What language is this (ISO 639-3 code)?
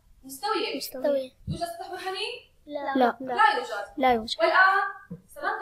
ara